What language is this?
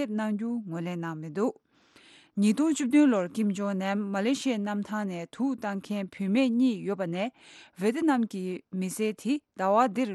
Tibetan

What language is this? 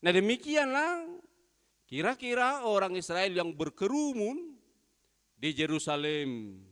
Batak Toba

